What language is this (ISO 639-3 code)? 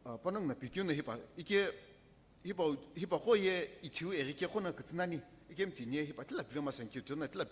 nsm